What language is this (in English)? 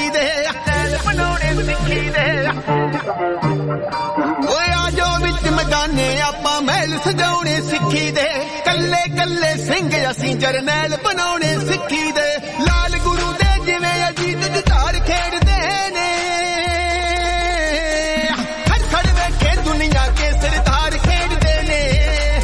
Punjabi